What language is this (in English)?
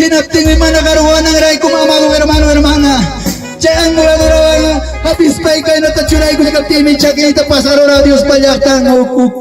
Ayacucho Quechua